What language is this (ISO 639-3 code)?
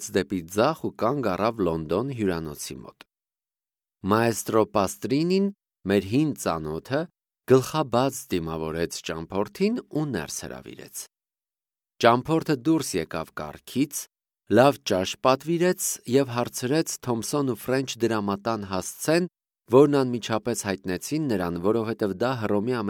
hye